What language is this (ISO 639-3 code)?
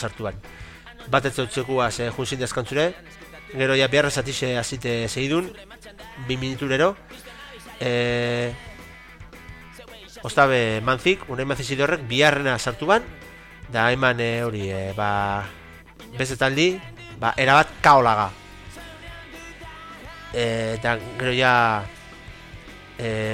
eus